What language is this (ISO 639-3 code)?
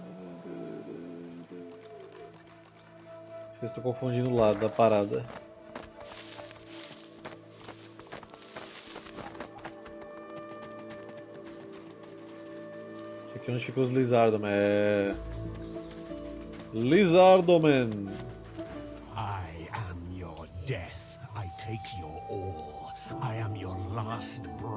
por